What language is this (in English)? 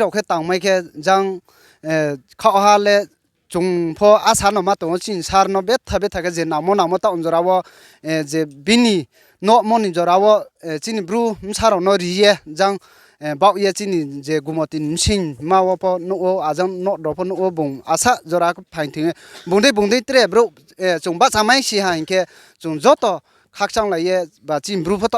Riang (India)